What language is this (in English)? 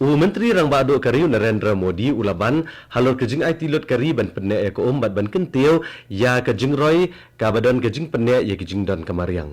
Khasi